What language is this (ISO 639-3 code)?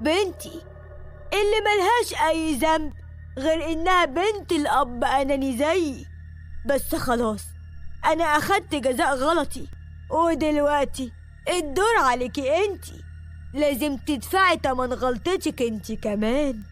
arz